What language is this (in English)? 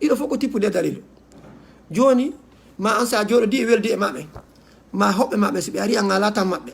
Fula